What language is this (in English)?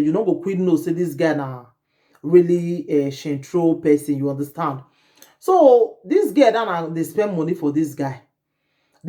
Nigerian Pidgin